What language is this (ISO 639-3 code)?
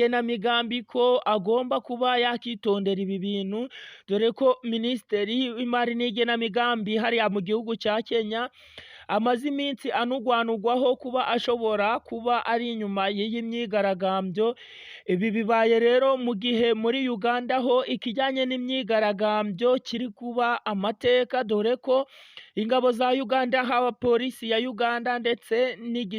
kin